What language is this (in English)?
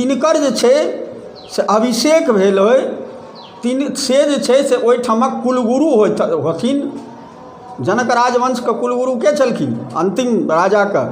Maithili